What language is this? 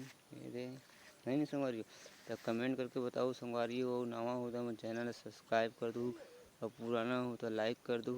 Chhattisgarhi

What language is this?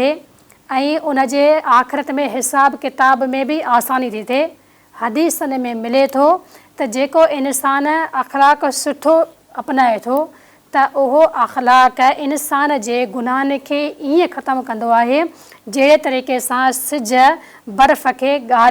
Sindhi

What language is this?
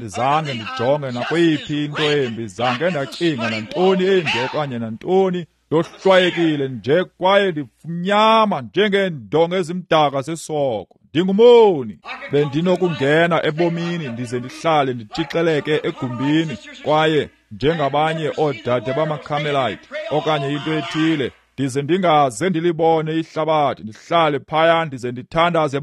Xhosa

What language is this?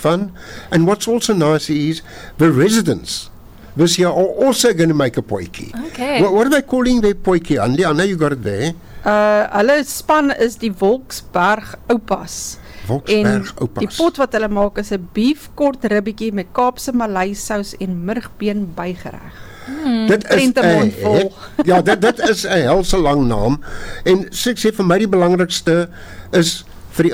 Afrikaans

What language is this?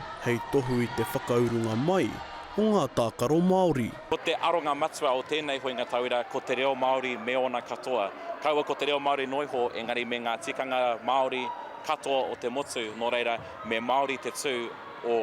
Māori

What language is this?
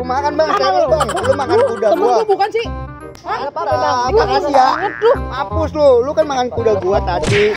Betawi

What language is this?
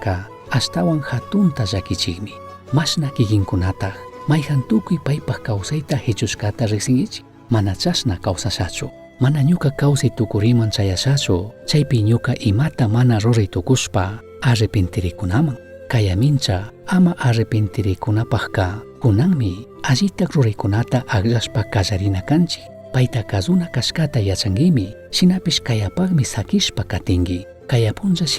Chimborazo Highland Quichua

